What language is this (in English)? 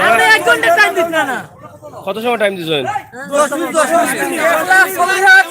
Sylheti